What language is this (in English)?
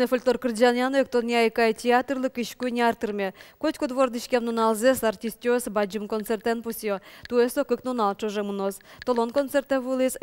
Udmurt